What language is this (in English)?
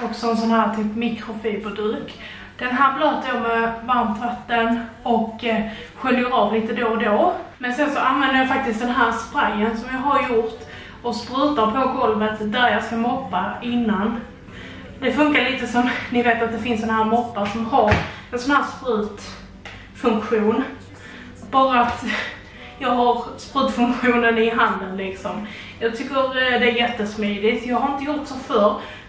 Swedish